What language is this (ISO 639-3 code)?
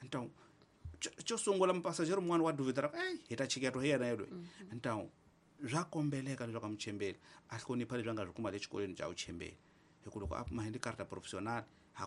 tso